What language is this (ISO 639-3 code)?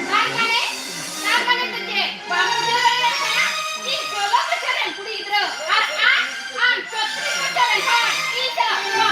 sat